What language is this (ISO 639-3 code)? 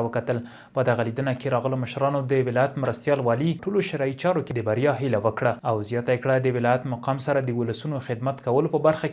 pus